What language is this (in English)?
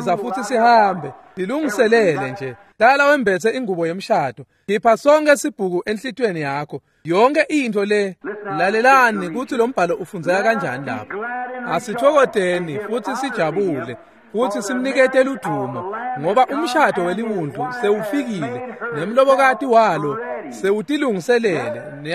Swati